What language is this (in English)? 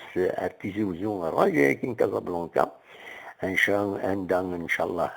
Kabyle